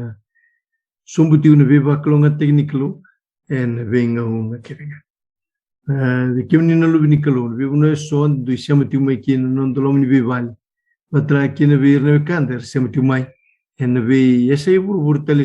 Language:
Fijian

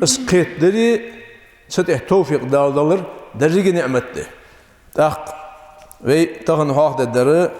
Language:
Ingush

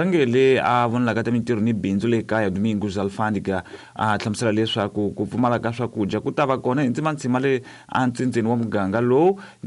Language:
Tsonga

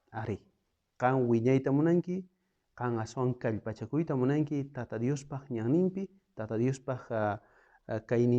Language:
South Bolivian Quechua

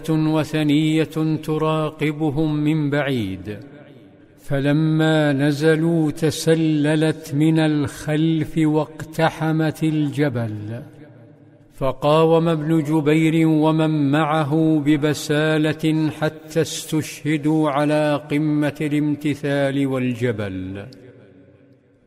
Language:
Arabic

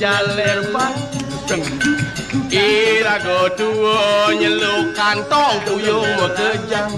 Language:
Balinese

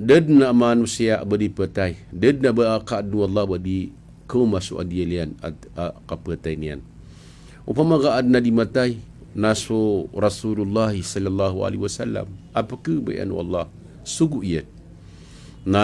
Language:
Maranao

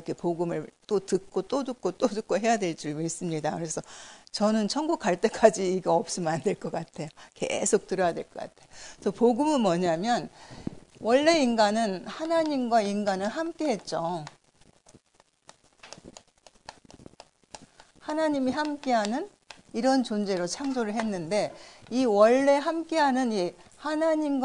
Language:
Korean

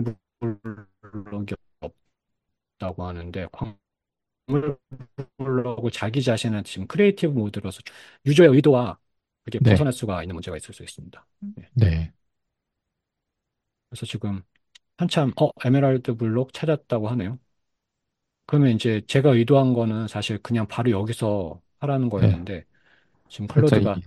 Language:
Korean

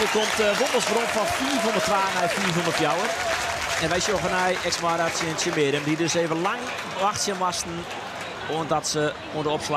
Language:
Western Frisian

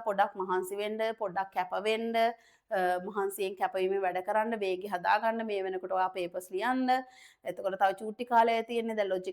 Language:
Sinhala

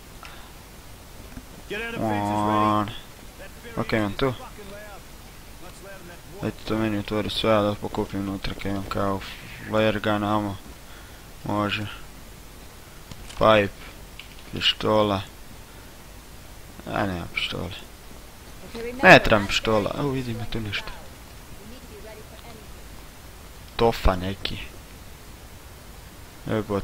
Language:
Croatian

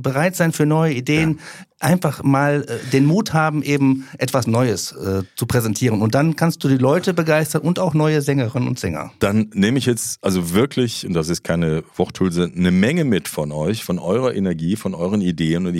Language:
German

